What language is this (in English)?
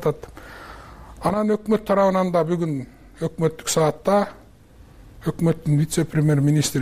Kyrgyz